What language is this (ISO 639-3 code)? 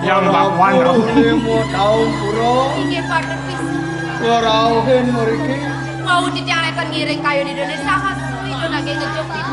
ban